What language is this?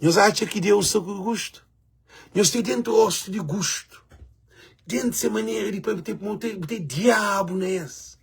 Kabuverdianu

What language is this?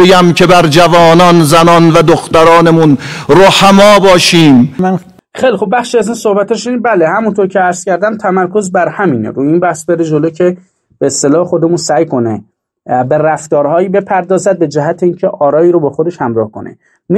Persian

